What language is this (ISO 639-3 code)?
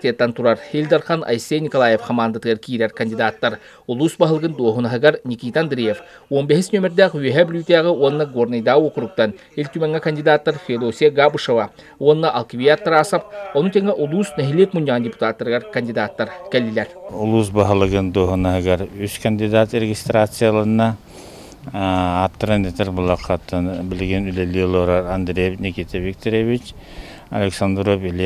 sah